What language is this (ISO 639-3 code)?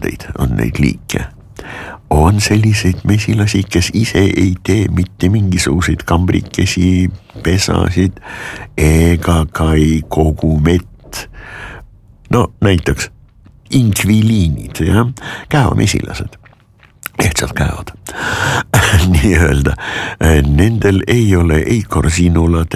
est